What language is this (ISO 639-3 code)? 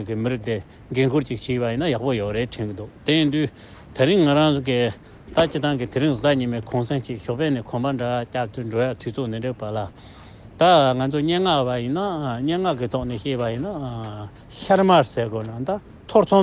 bod